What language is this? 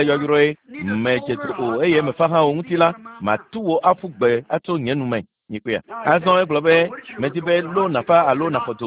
Ewe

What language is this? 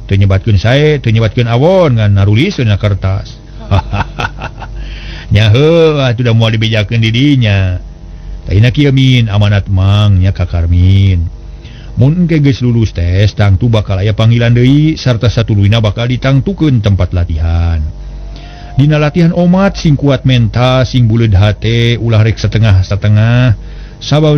Sundanese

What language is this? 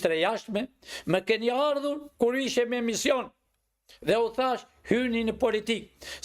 Albanian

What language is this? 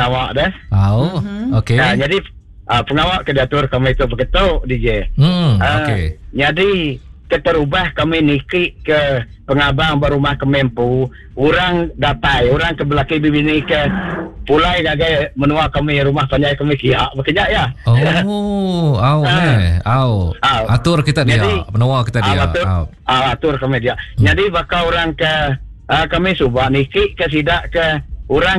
Iban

